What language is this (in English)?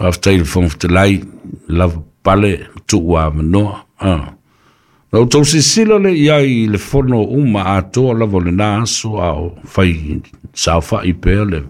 Samoan